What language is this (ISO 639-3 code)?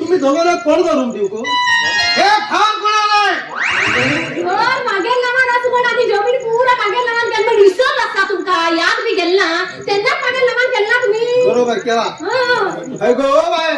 kok